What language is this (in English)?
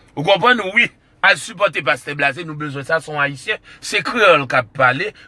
Haitian Creole